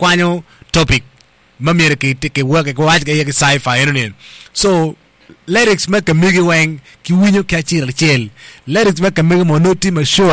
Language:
Acoli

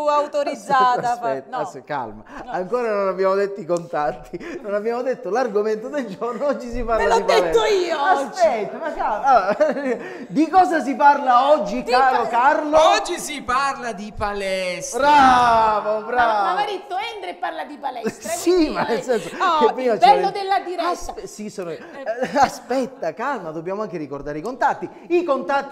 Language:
Italian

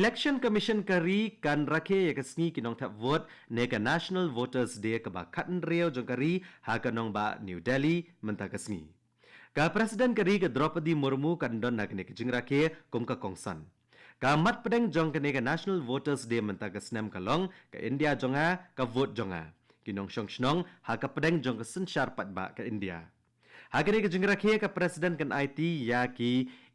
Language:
Khasi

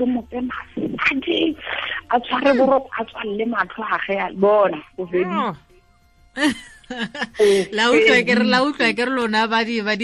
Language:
Tswana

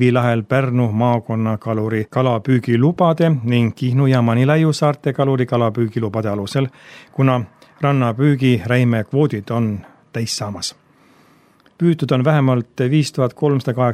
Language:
Estonian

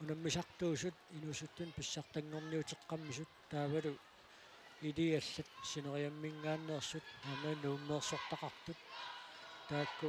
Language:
Kalaallisut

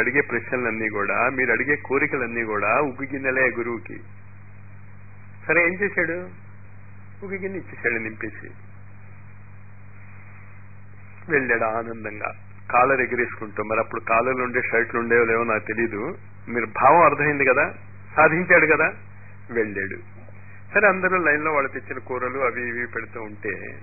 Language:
Telugu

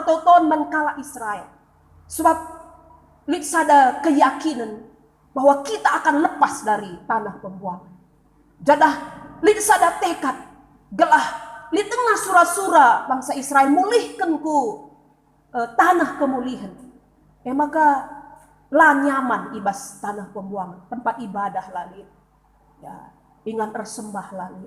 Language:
Batak Karo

